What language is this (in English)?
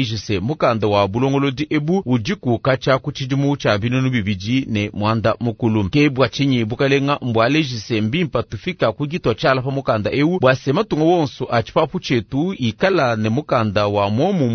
Luba-Lulua